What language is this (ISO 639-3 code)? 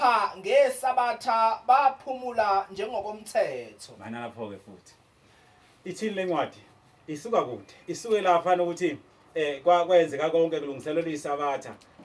zul